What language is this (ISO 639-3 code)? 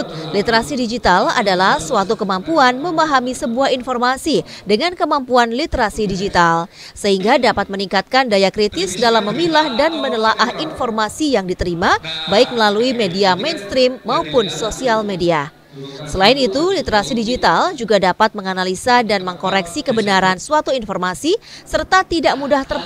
ind